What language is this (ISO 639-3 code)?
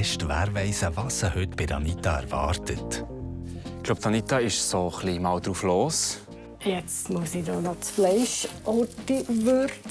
gsw